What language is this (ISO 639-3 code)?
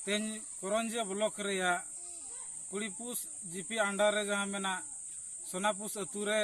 sat